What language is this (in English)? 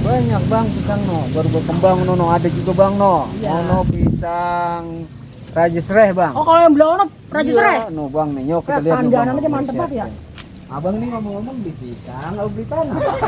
Betawi